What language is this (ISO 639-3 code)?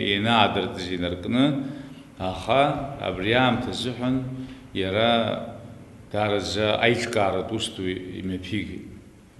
abk